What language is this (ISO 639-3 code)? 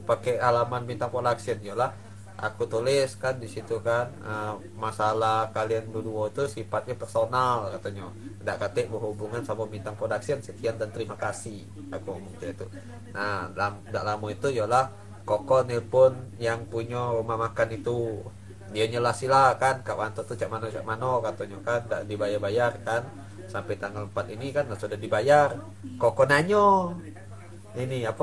mui